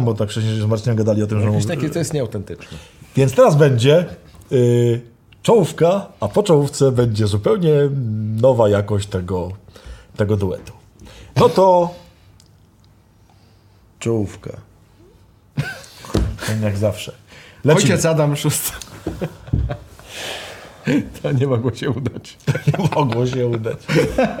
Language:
Polish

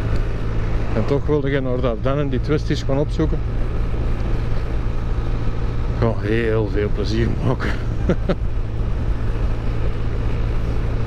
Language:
Dutch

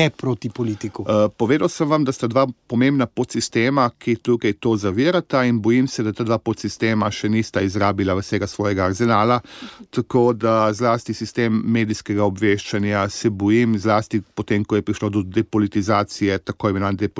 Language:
Slovenian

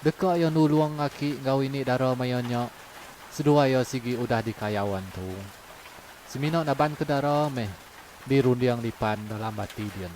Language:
Iban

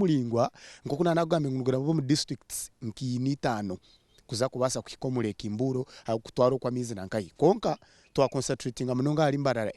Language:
Nyankole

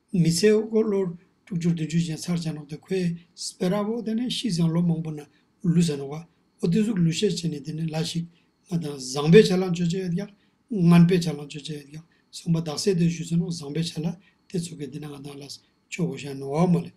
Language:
Ladakhi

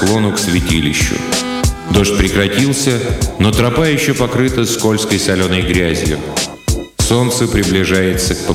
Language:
Russian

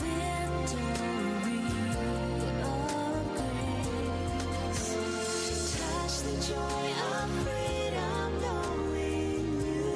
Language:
Gilbertese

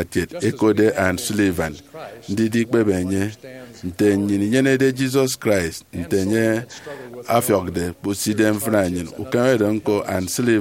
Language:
Efik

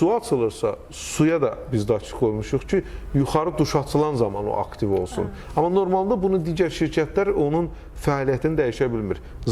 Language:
Azerbaijani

